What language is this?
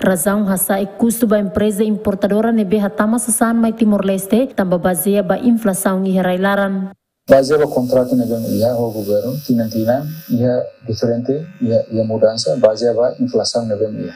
Tetum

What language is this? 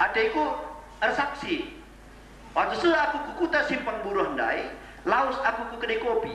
Batak Karo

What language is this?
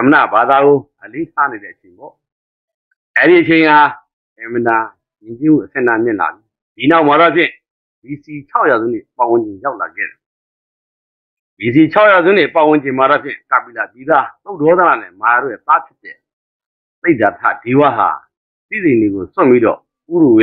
Burmese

